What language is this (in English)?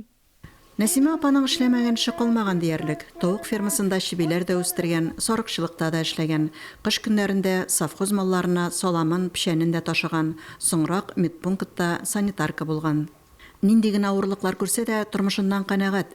Tatar